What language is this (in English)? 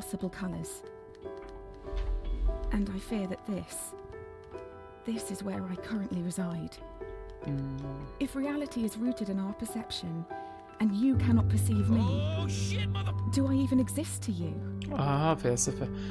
Turkish